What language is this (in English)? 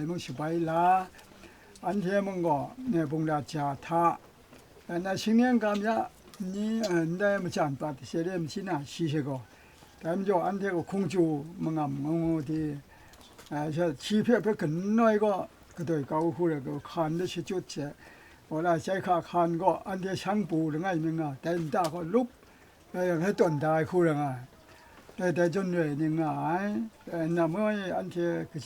Kachin